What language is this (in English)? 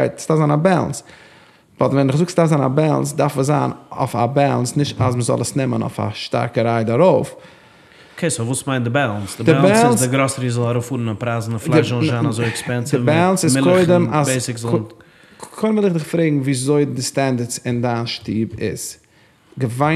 Yiddish